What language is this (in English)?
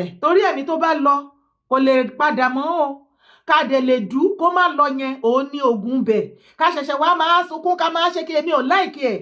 Yoruba